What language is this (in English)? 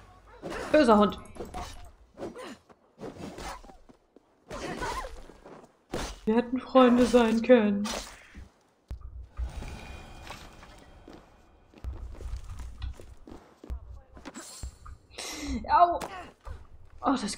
German